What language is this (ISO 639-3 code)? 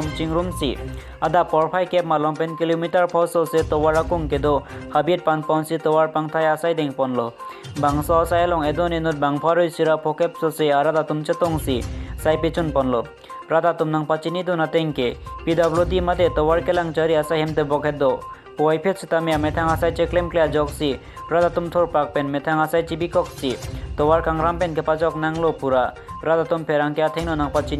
mjw